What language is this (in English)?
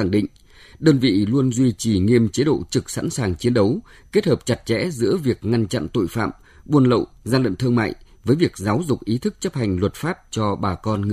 Vietnamese